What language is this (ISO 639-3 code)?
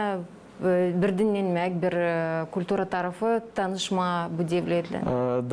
gag